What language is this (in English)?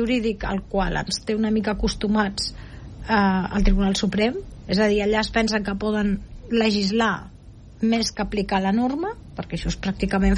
Catalan